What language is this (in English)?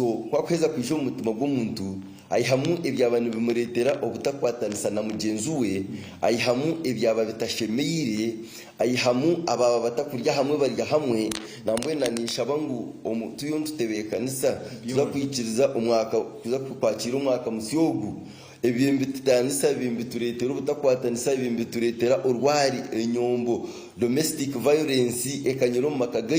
Nyankole